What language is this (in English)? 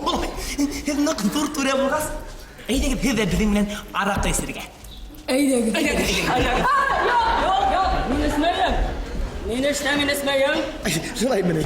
Bashkir